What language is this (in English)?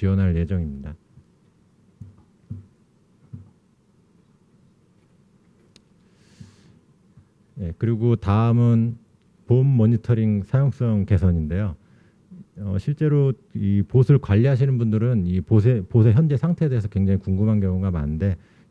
Korean